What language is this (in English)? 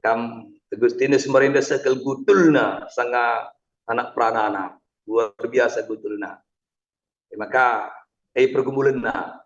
Batak Karo